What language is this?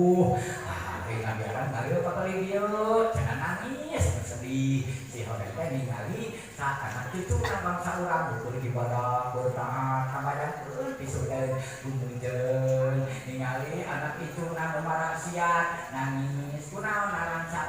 Sundanese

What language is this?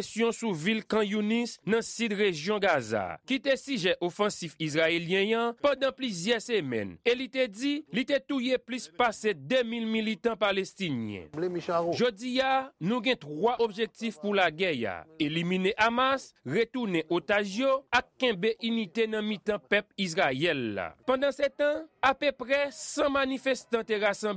Haitian Creole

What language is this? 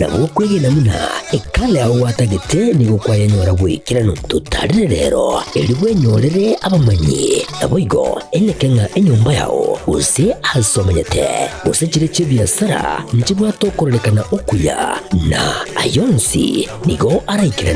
Gusii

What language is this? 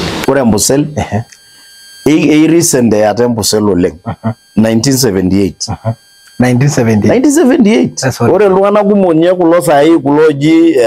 Masai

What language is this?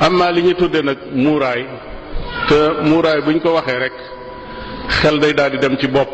Wolof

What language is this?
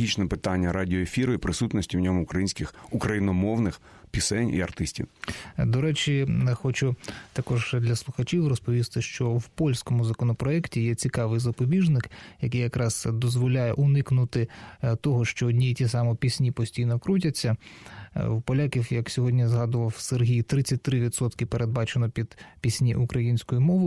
Ukrainian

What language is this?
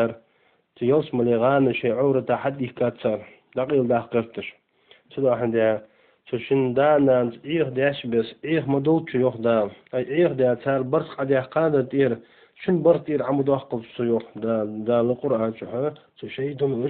Ingush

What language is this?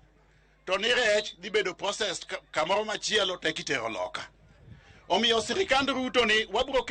Luo (Kenya and Tanzania)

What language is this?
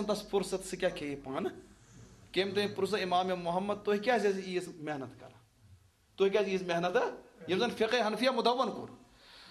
Kashmiri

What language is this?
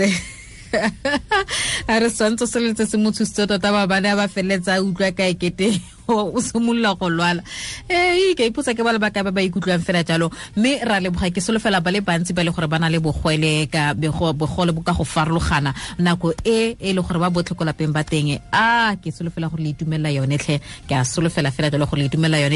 Tswana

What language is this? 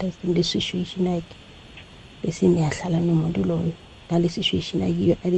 South Ndebele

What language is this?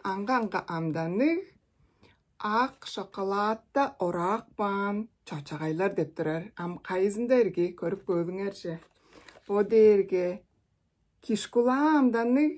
Tuvinian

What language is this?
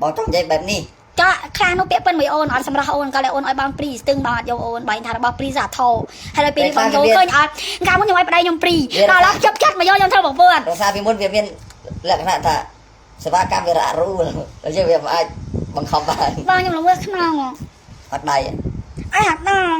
Khmer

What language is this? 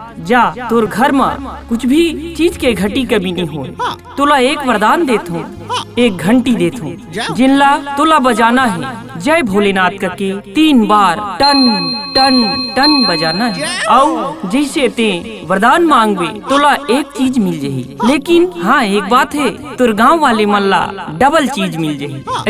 Chhattisgarhi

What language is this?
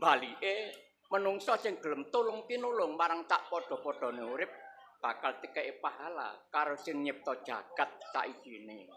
Javanese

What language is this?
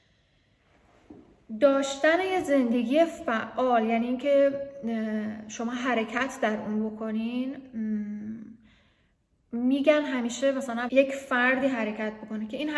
Persian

